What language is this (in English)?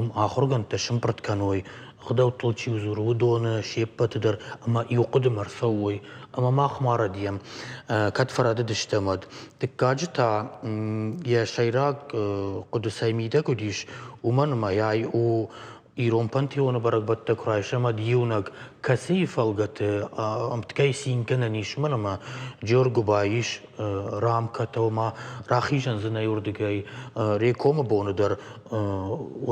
Ossetic